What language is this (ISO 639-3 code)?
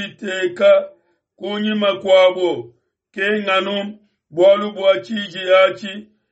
lua